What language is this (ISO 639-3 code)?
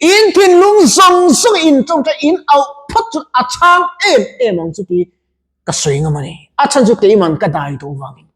lus